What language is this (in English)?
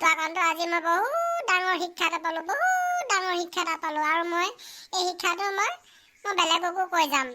Assamese